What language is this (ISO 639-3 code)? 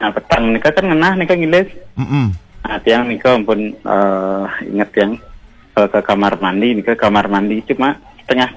ban